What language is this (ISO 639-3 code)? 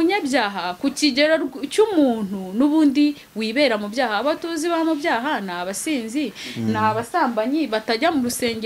kin